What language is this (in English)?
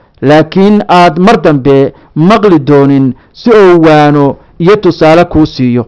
Somali